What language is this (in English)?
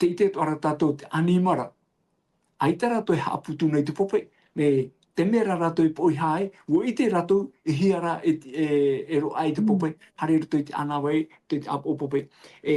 Tahitian